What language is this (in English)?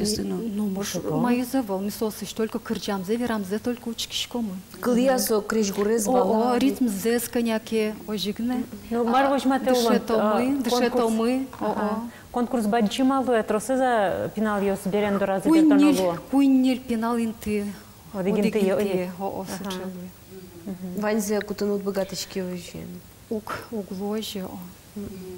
Udmurt